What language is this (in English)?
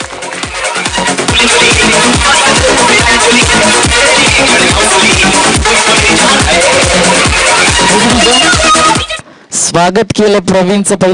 Marathi